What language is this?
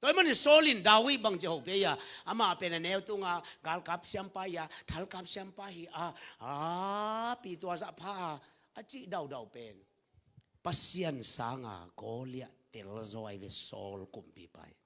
Tedim Chin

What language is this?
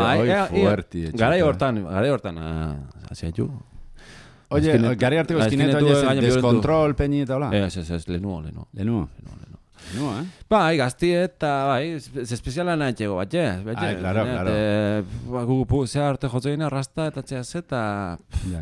Basque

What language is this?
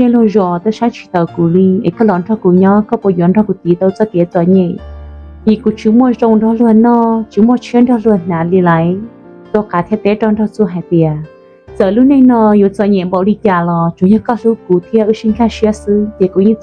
Hmong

